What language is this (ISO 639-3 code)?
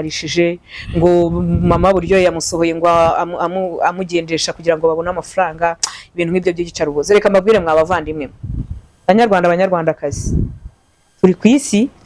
kin